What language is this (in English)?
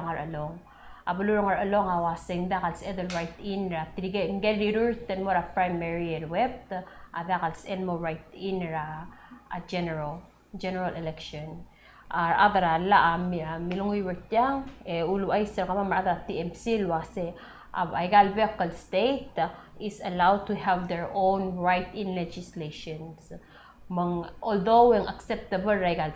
Palauan